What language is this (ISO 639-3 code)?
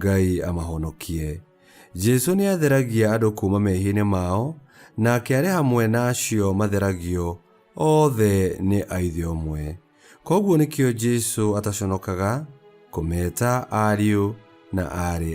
kik